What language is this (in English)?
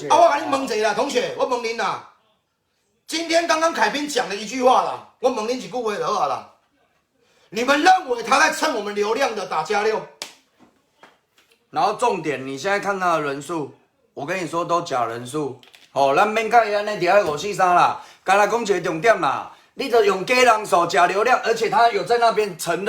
Min Nan Chinese